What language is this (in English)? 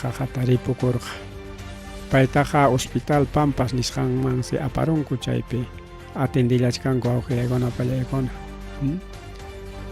Ayacucho Quechua